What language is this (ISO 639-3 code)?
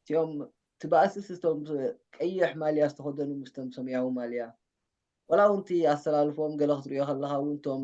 tir